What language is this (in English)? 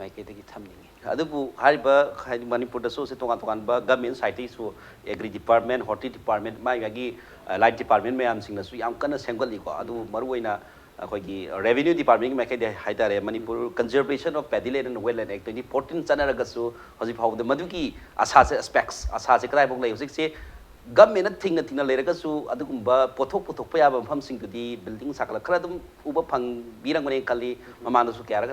Manipuri